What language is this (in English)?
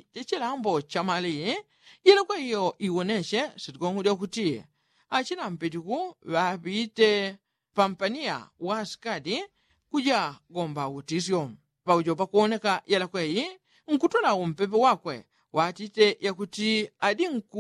Yao